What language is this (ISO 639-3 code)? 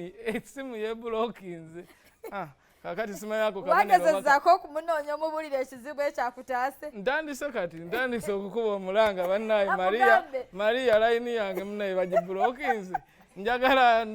lug